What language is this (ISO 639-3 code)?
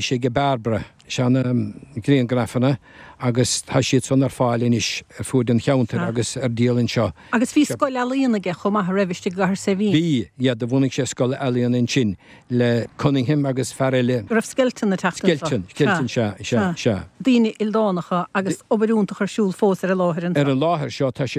gle